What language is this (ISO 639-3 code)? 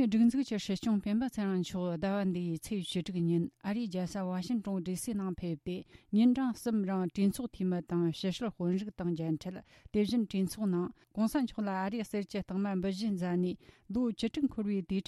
bod